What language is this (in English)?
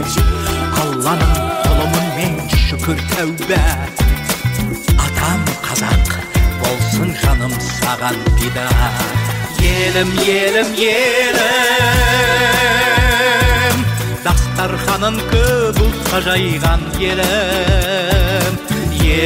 Kazakh